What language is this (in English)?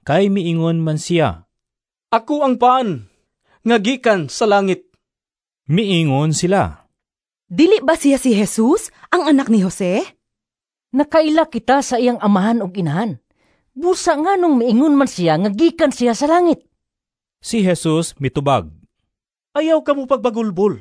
Cebuano